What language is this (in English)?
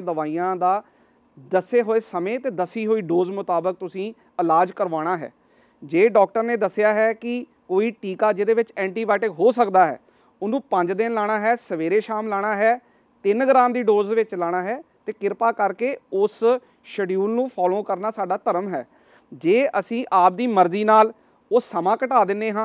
Punjabi